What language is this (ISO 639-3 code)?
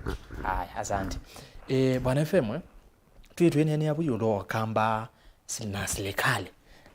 kam